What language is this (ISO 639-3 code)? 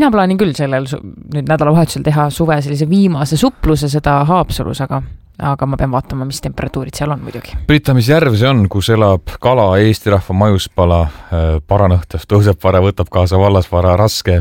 est